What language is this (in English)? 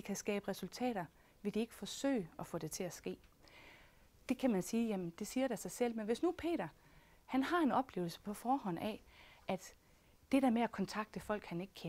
Danish